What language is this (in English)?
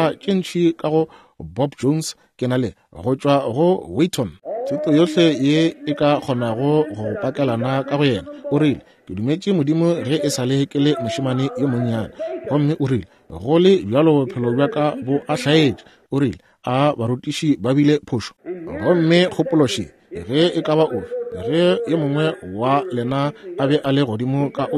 Northern Sotho